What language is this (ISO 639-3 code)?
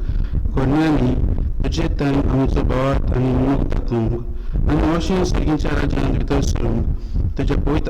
kok